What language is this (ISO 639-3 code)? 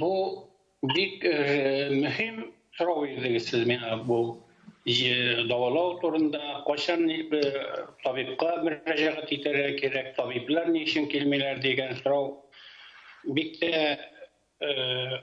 tat